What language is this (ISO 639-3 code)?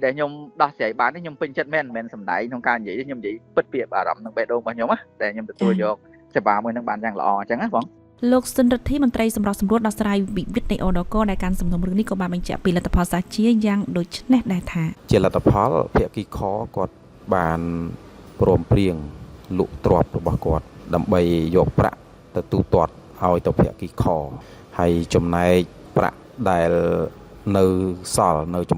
khm